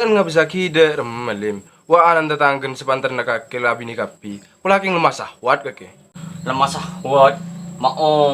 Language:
Madurese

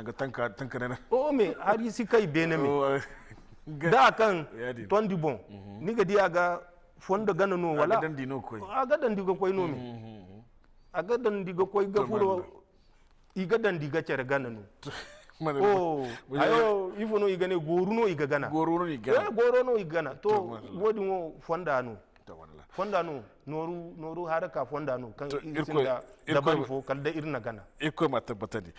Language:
Zarma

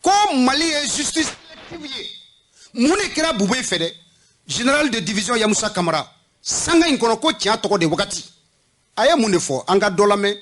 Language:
Bambara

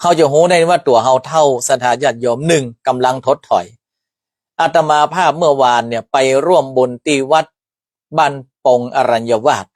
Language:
Northern Thai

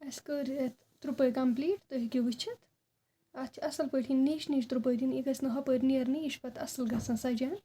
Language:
Kashmiri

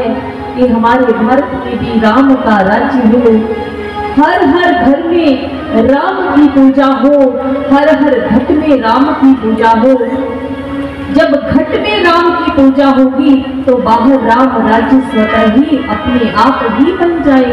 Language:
Hindi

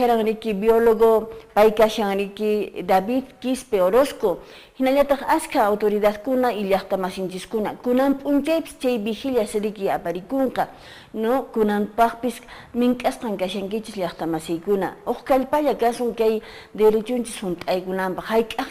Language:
Quechua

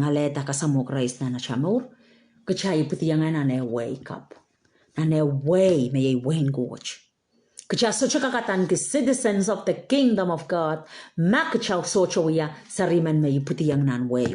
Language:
Pohnpeian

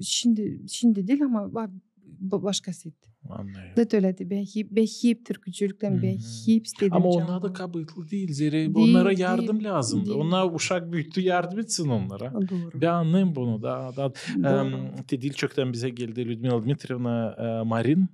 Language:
Gagauz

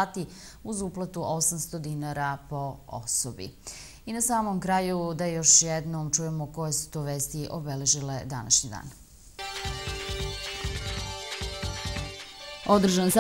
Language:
Serbian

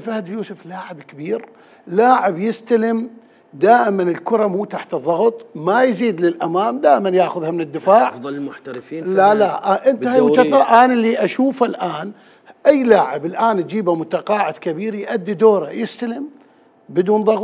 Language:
Mesopotamian Arabic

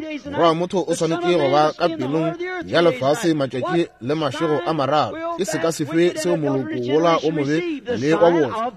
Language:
Northern Sotho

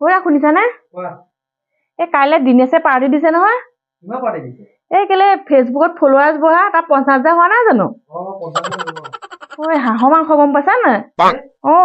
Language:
Assamese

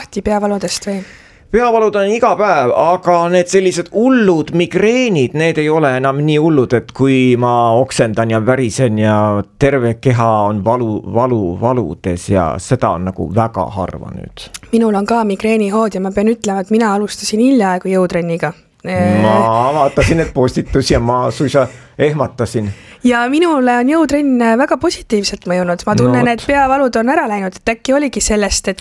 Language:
Estonian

